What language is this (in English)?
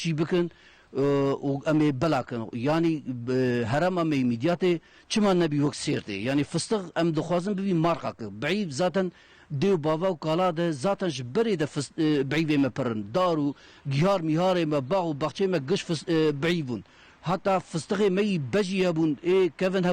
Kurdish